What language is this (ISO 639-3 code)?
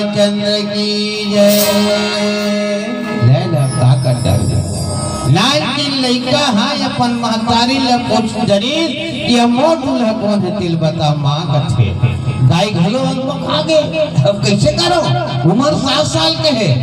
hne